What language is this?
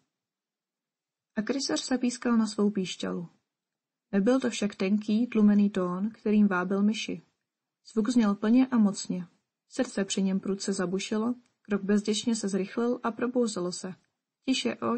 Czech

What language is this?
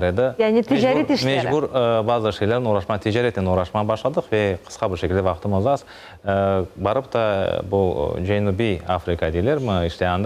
Crimean Tatar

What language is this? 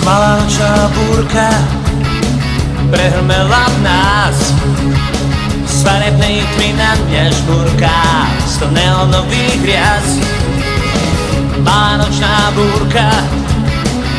Slovak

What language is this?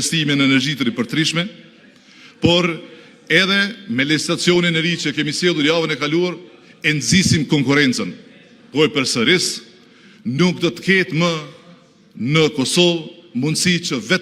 Albanian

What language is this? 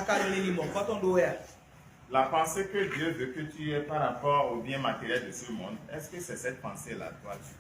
Fon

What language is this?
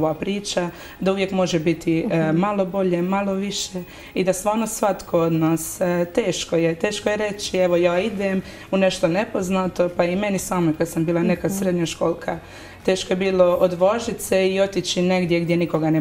Croatian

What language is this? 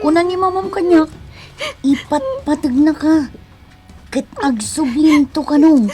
Iloko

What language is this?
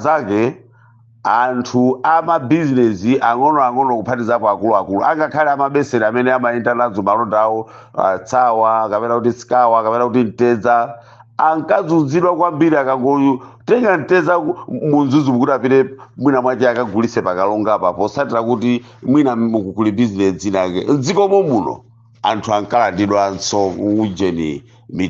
Nyanja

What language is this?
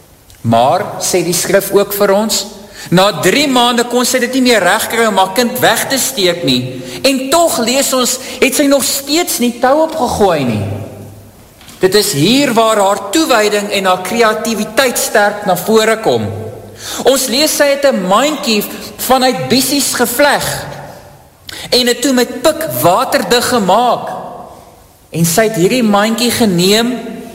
Afrikaans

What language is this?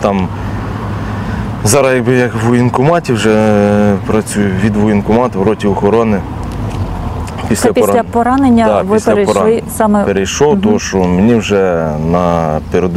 Ukrainian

